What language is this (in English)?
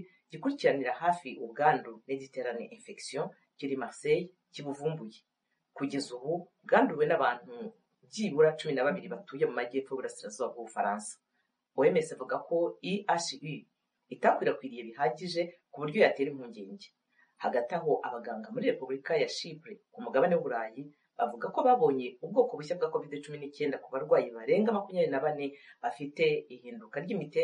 Kinyarwanda